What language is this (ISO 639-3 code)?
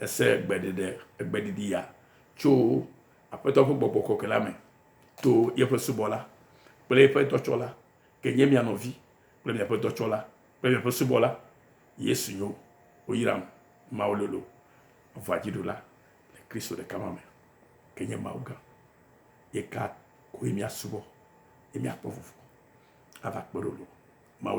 ewe